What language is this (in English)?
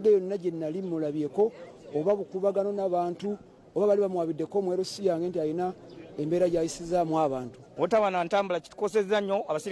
Ganda